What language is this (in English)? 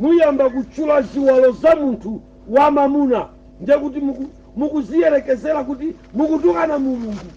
Nyanja